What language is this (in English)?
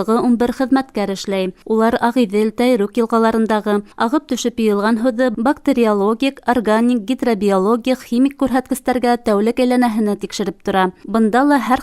Bashkir